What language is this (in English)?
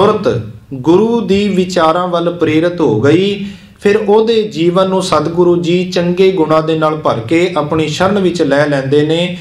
Punjabi